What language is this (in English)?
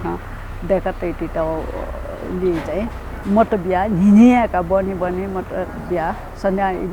Newari